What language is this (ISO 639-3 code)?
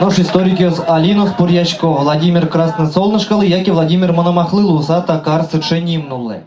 udm